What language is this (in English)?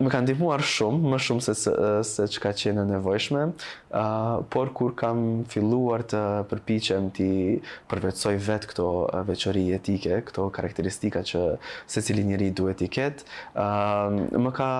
Albanian